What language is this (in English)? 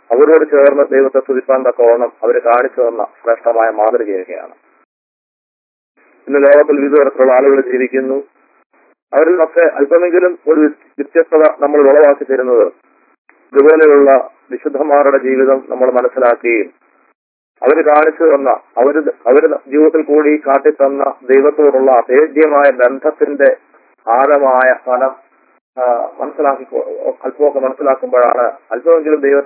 Malayalam